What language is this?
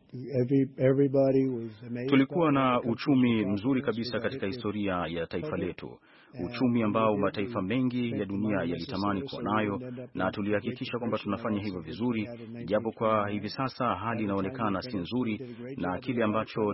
Swahili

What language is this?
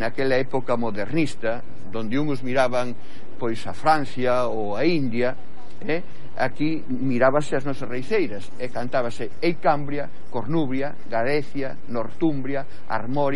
Galician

